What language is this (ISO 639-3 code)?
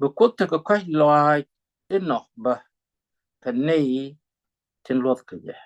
nus